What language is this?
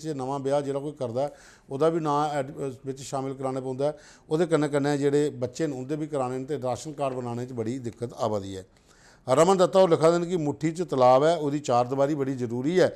Dogri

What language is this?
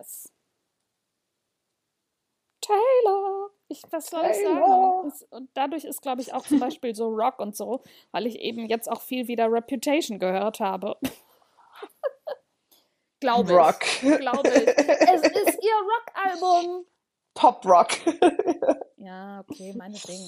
German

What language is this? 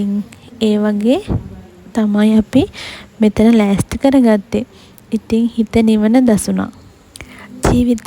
Sinhala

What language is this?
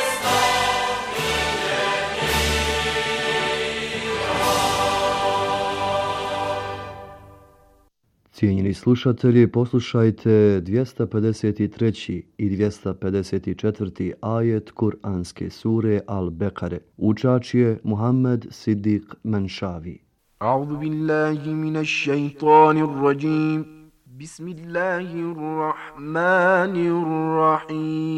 Bosnian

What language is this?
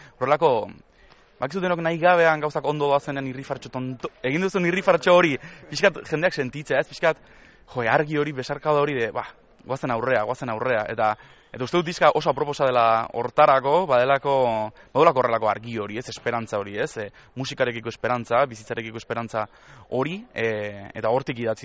Basque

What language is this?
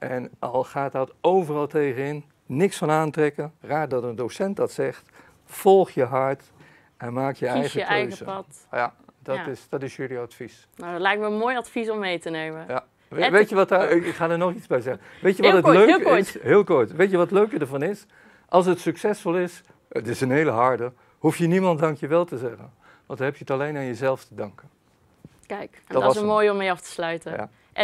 Dutch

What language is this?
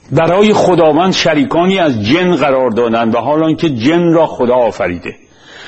Persian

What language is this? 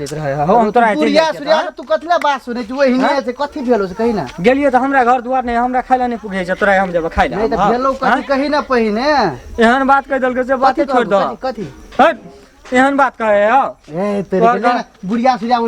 Maithili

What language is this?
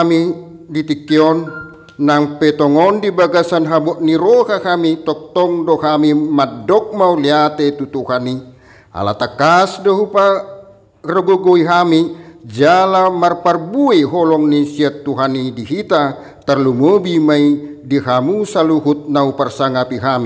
Batak Toba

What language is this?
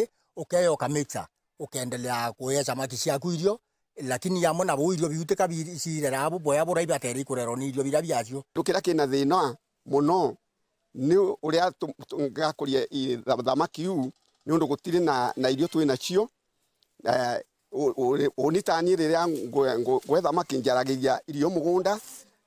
Meru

